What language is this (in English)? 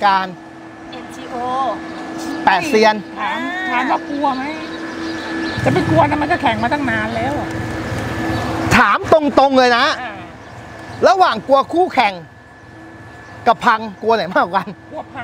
Thai